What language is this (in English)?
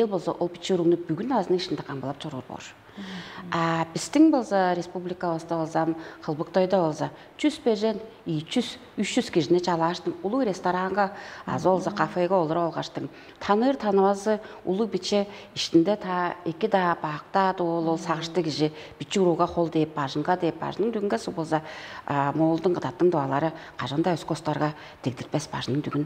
Tuvinian